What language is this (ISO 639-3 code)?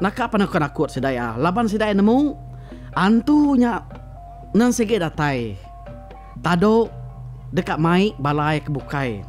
iba